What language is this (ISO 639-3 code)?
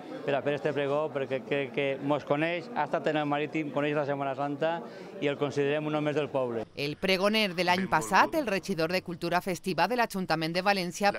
cat